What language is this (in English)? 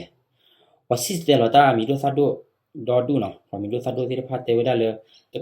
S'gaw Karen